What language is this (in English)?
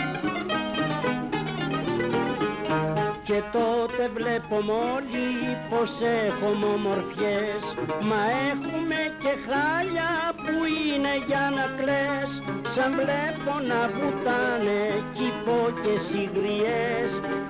Greek